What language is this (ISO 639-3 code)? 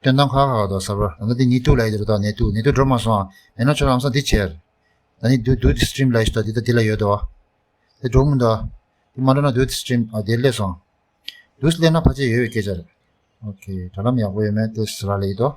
bod